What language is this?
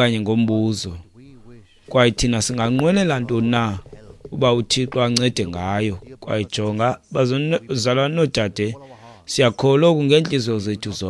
Xhosa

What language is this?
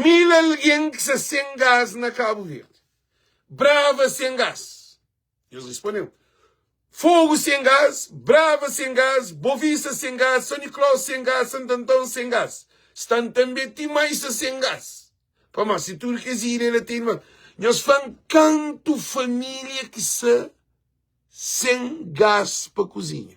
Kabuverdianu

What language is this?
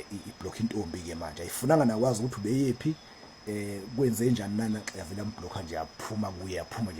Zulu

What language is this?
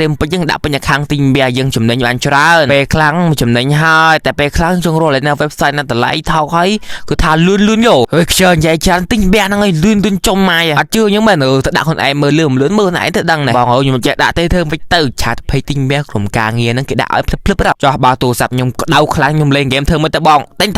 Khmer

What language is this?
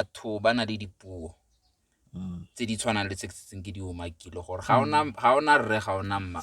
Tswana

